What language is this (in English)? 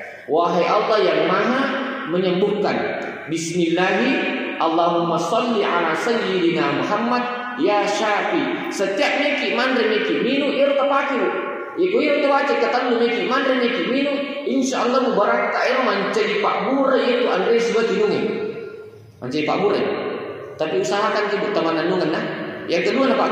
Buginese